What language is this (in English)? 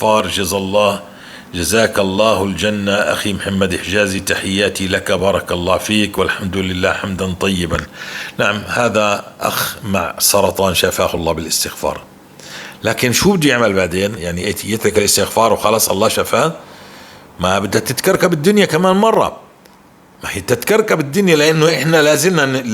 North Levantine Arabic